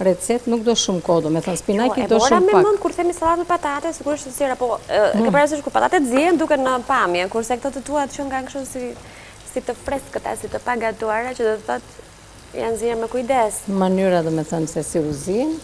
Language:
Albanian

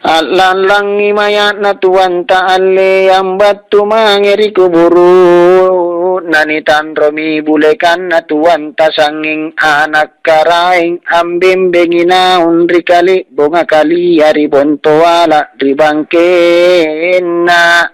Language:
Makasar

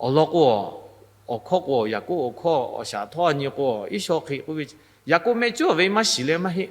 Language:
Lahu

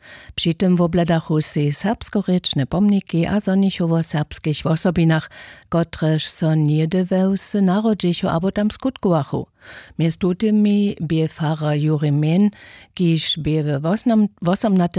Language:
Upper Sorbian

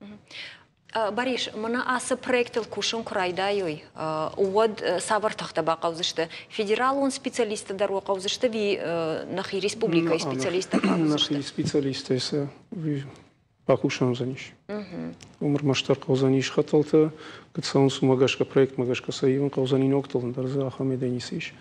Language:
Ossetic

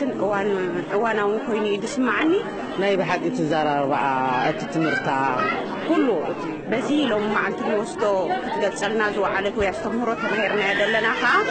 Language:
Tigrinya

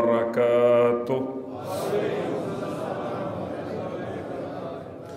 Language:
Urdu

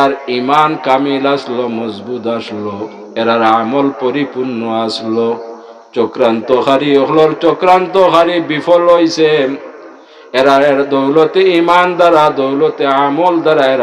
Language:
Sylheti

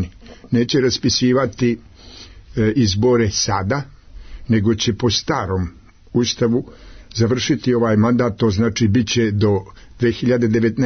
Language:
Serbian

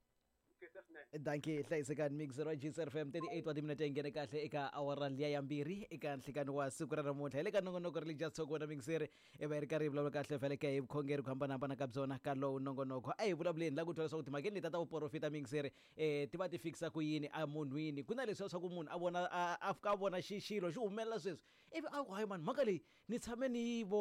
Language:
Tsonga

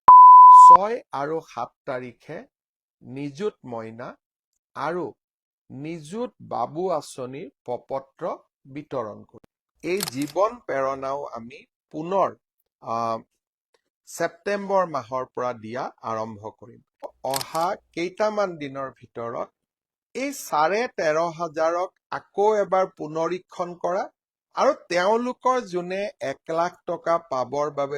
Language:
Assamese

